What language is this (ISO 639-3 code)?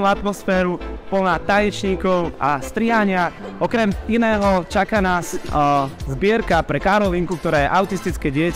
slk